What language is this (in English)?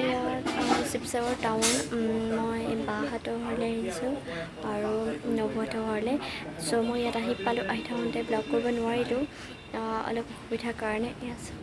Assamese